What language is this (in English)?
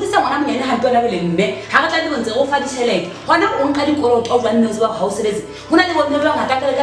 Southern Sotho